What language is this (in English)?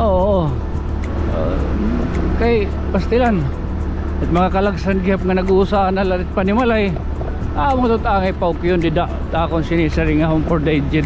Waray